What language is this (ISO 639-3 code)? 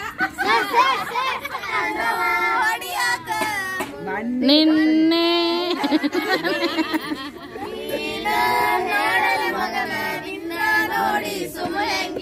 kan